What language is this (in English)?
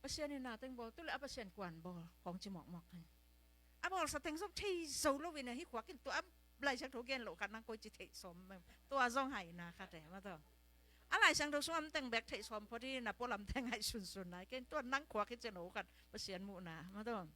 Tedim Chin